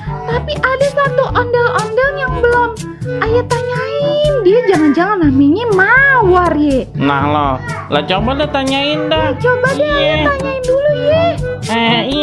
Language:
Betawi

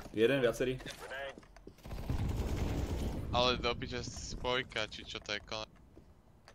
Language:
Slovak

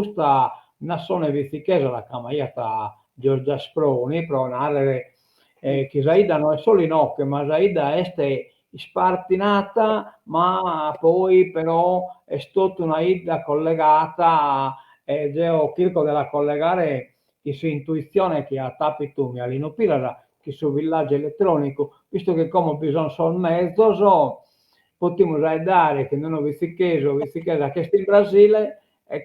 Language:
Sardinian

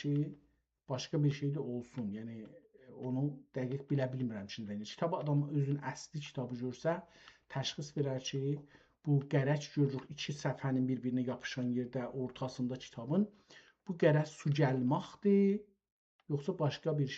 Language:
South Azerbaijani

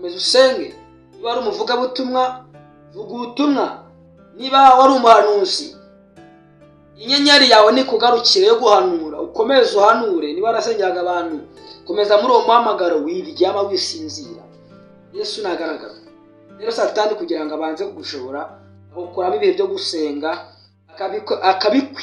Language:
Kinyarwanda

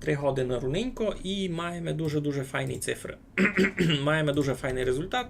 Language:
Rusyn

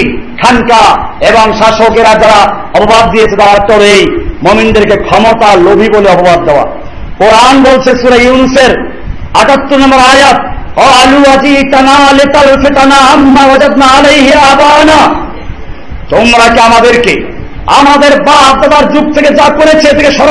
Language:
Bangla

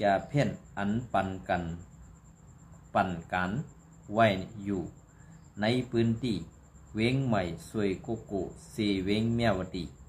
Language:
Shan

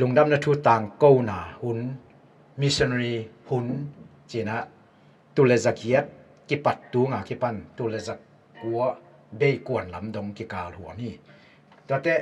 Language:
Tedim Chin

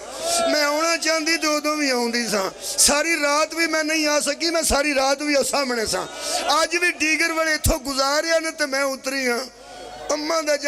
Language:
Pahari-Potwari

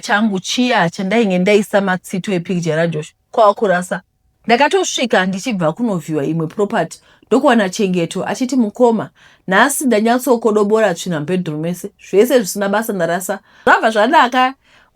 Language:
Shona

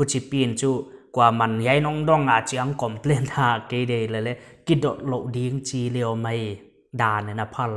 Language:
Paite Chin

